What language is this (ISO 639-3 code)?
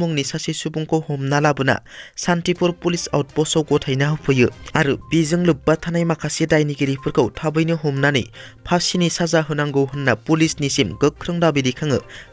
brx